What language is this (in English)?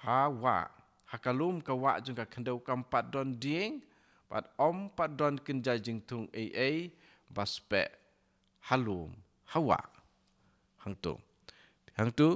Khasi